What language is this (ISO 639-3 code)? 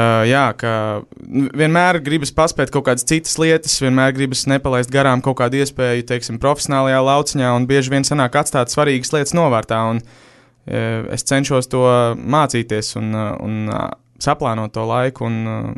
lav